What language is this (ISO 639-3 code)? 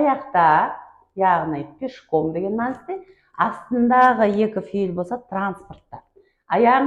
kaa